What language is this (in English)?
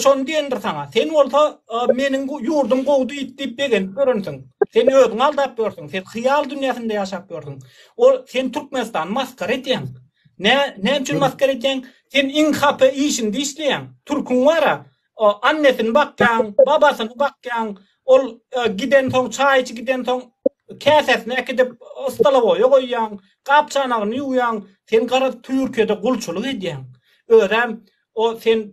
Turkmen